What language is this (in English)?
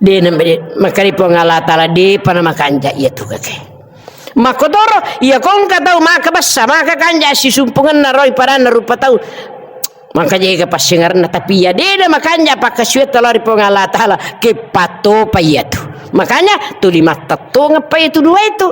Buginese